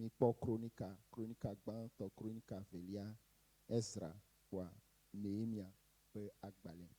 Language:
Ewe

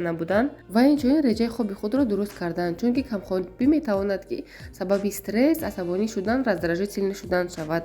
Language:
Tajik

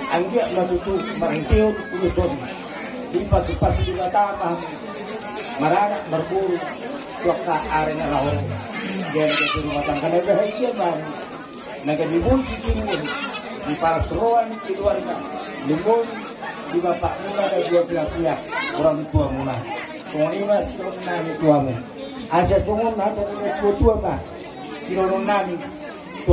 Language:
Batak Toba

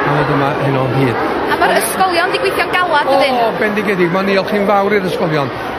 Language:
Welsh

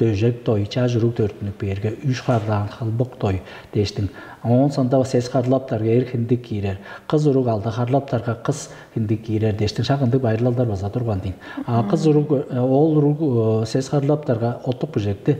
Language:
Tuvinian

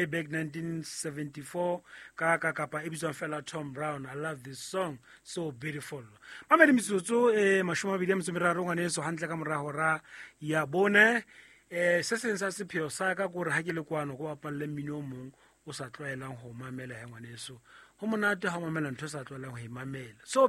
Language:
Southern Sotho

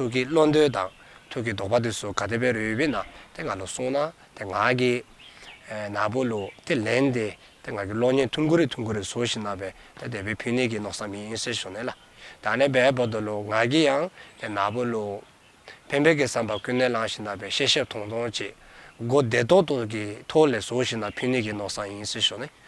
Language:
Dzongkha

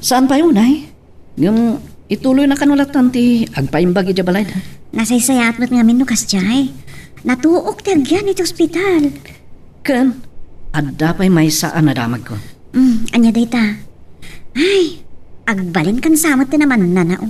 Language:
Iloko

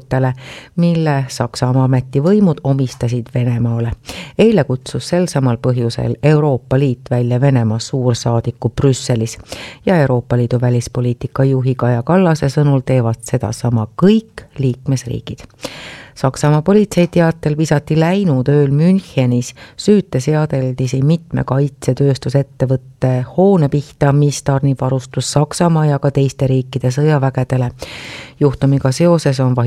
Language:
Estonian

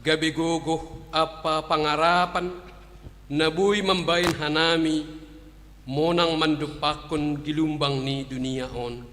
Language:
Batak Simalungun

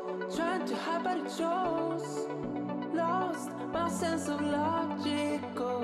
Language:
Jamaican Creole English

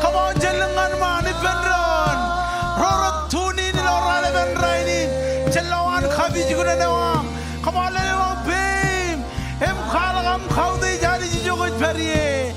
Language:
Marshallese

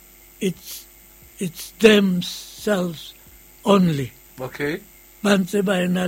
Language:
Southern Sotho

